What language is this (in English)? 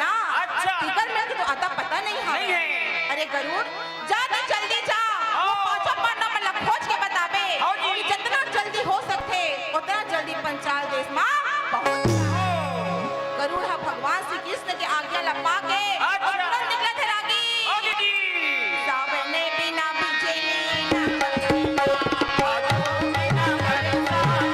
Chhattisgarhi